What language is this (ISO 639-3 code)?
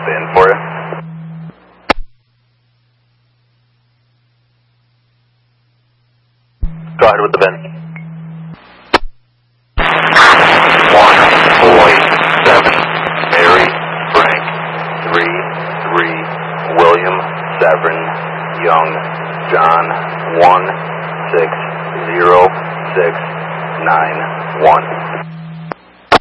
eng